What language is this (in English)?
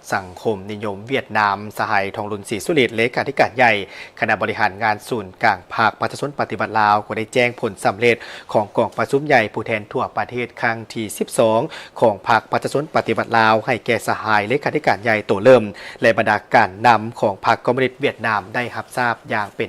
Lao